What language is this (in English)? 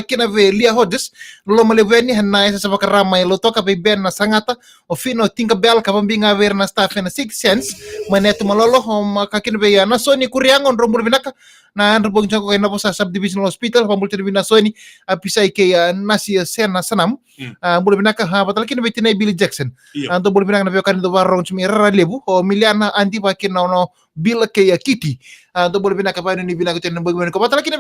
Fijian